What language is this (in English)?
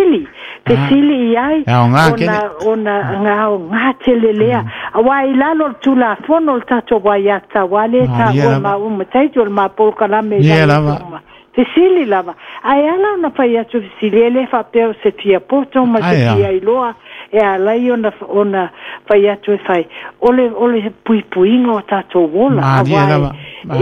Samoan